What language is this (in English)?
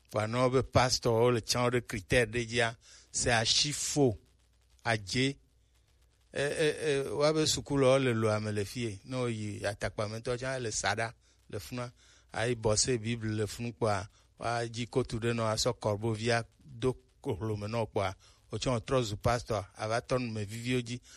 Gen